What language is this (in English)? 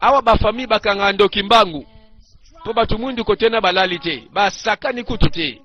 Lingala